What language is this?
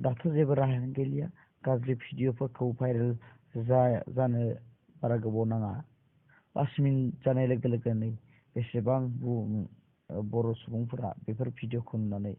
Bodo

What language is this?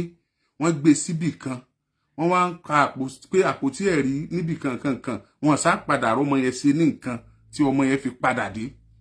Yoruba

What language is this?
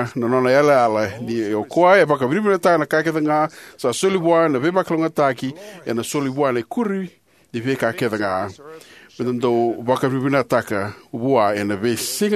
Fijian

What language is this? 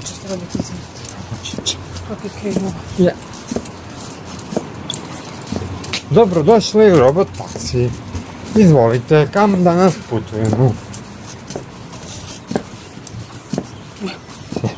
Croatian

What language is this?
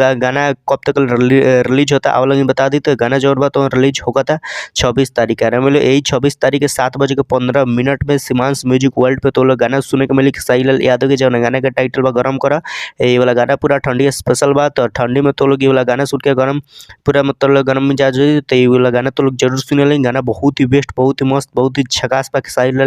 Bhojpuri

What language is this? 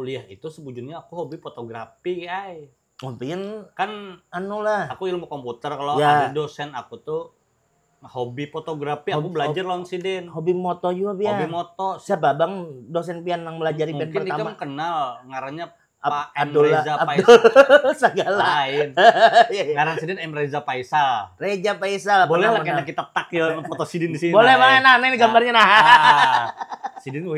Banjar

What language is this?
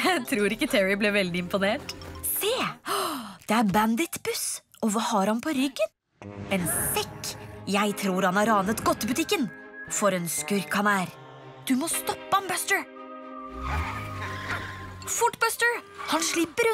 Norwegian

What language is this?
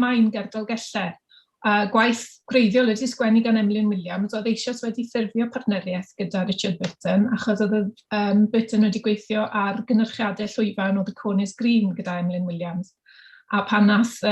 Welsh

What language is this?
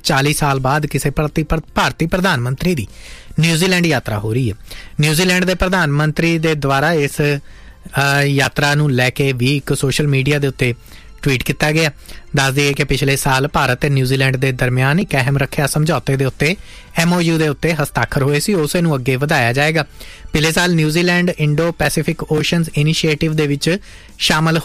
Punjabi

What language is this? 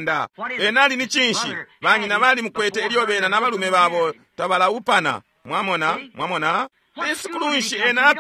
Bemba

